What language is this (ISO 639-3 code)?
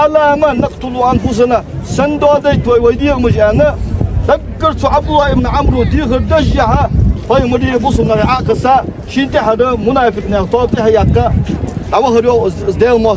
inh